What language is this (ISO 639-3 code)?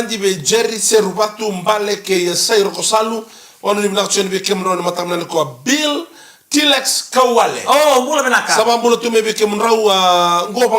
fij